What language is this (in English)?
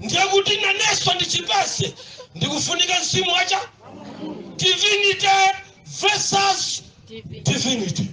Nyanja